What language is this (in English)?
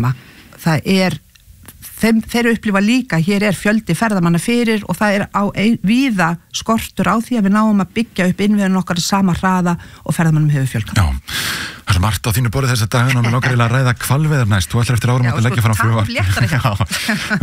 Icelandic